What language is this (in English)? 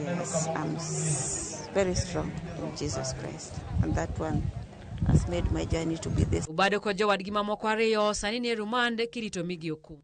Luo (Kenya and Tanzania)